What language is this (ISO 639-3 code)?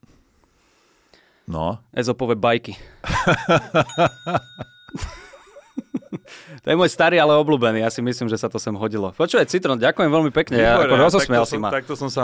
slk